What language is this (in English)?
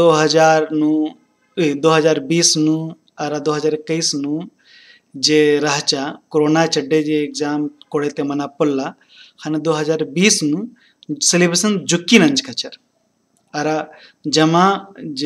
Kurukh